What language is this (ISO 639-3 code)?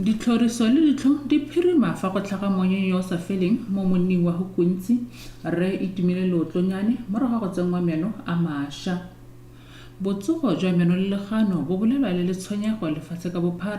tsn